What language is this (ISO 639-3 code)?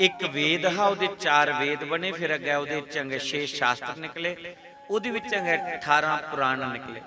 doi